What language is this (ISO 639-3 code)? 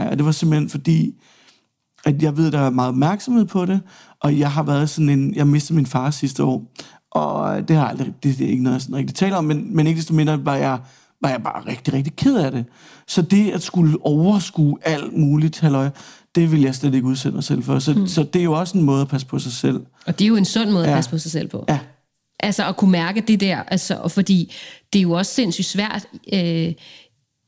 dan